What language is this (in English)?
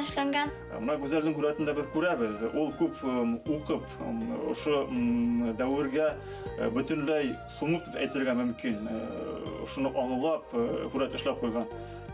Bashkir